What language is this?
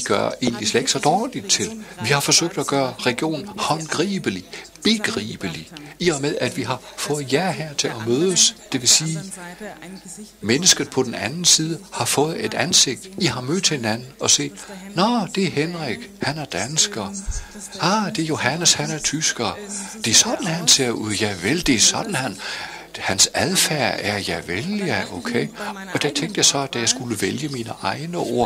Danish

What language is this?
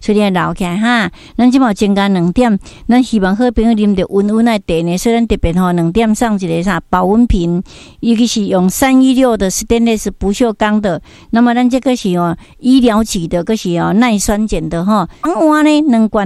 Min Nan Chinese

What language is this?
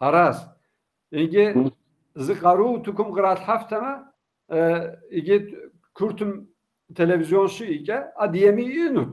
Kabardian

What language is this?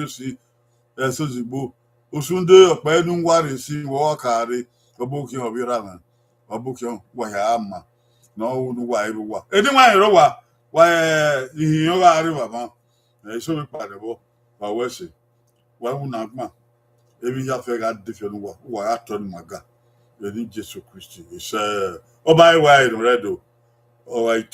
Bini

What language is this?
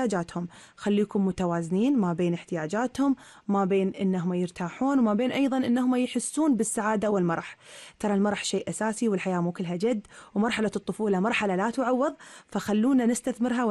Gulf Arabic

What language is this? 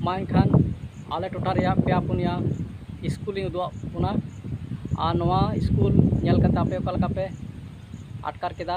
Santali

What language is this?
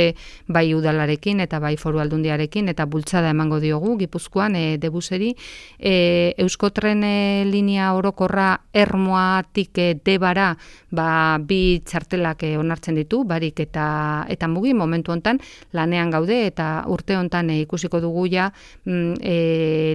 Basque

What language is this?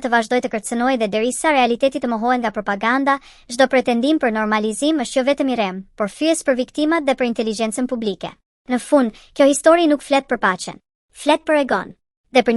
Albanian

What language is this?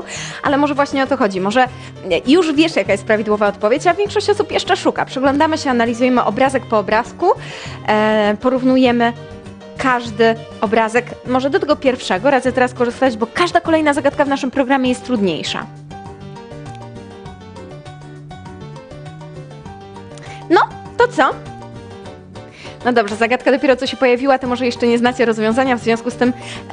Polish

